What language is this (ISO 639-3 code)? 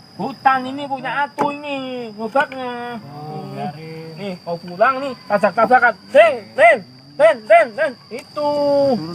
bew